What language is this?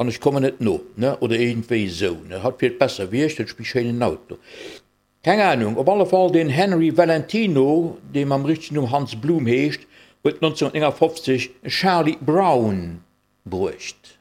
Luxembourgish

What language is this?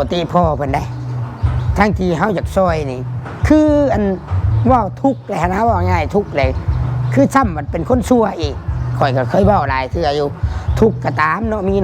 Northeastern Thai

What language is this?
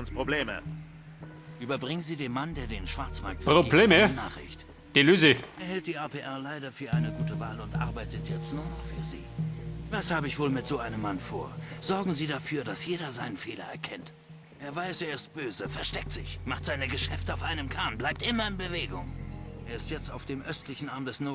Bavarian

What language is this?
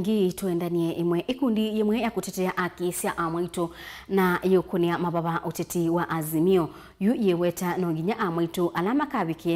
Kamba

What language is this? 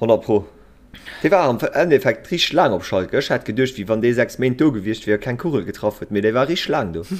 Luxembourgish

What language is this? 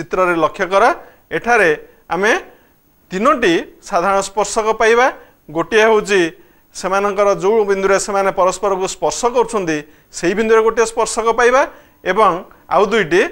Odia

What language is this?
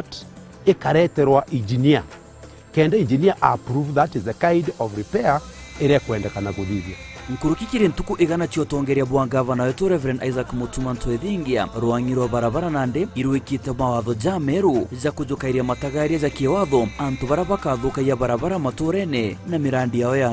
Meru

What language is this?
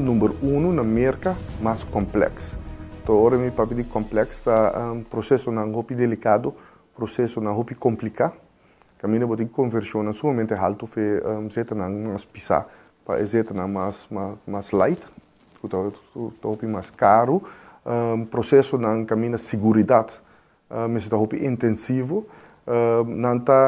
Papiamento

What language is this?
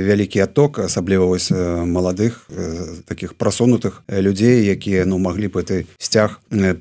Belarusian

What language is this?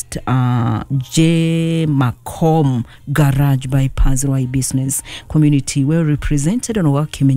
Kikuyu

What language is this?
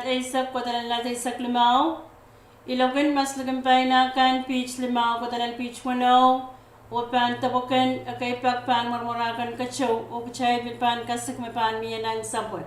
Pohnpeian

